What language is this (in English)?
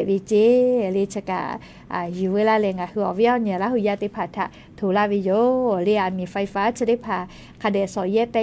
Lahu